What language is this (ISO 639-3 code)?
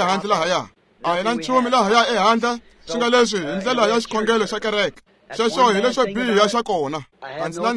tso